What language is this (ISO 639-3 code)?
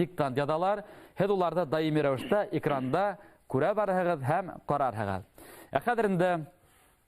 bak